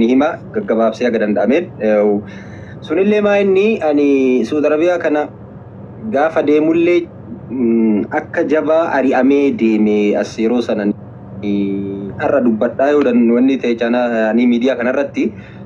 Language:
Oromo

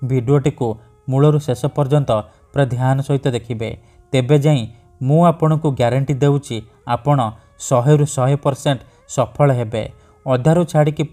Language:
Odia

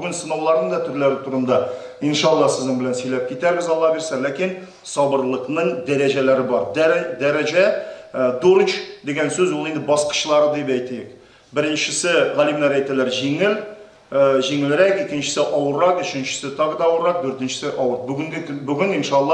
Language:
Tatar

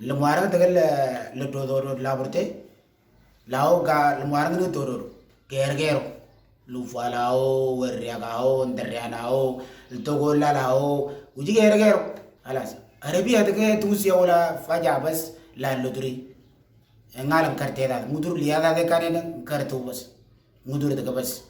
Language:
Moro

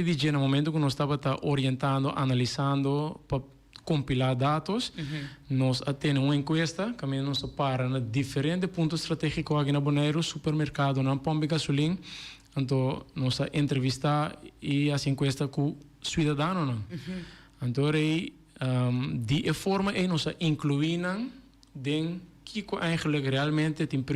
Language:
Papiamento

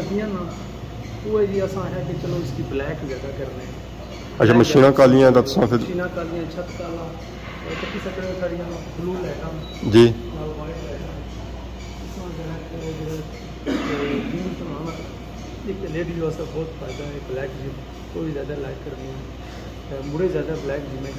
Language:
Pahari-Potwari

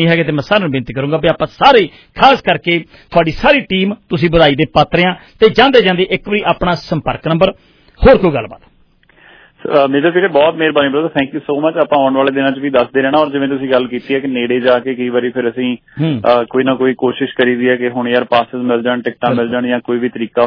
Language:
Punjabi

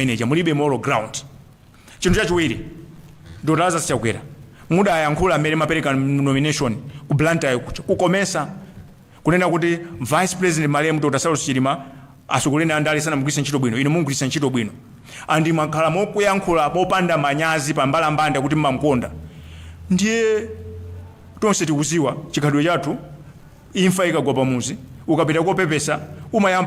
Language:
Nyanja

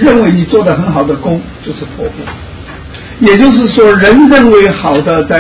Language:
Chinese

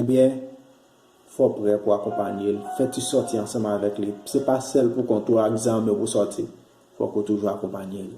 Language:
Haitian Creole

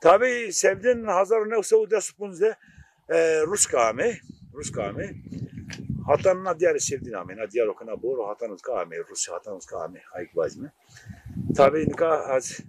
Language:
Zaza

